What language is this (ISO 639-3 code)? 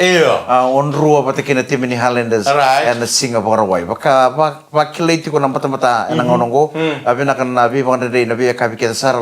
fij